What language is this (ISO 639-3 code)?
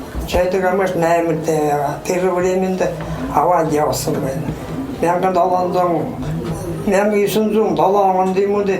bua